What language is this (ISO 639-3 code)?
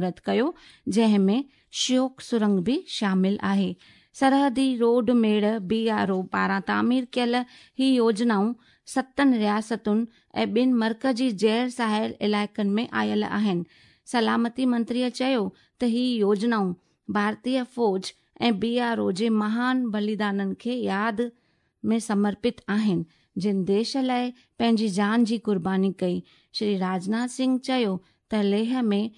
snd